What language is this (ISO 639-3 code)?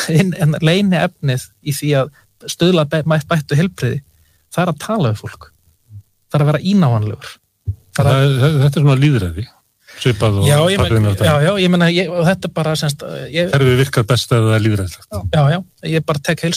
isl